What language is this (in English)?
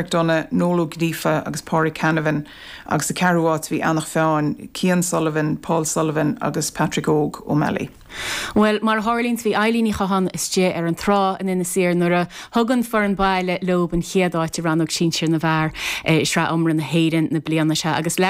Irish